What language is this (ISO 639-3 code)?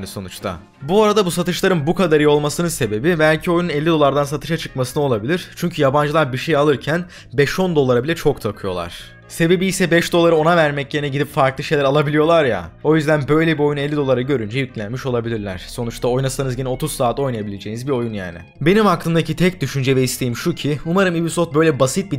tur